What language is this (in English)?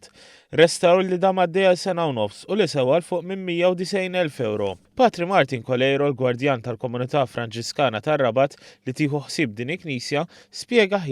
Maltese